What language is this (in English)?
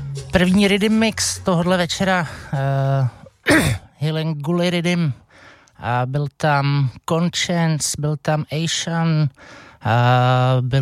Czech